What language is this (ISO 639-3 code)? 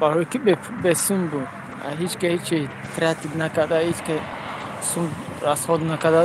tgk